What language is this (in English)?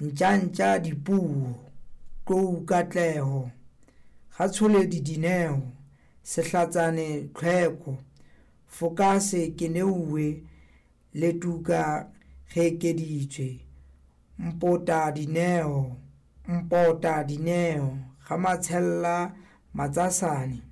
Southern Sotho